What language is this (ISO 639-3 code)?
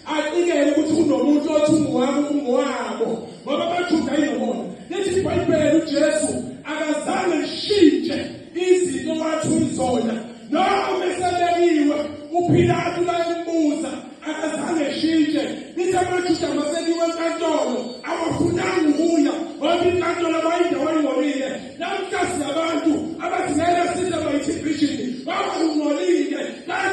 zul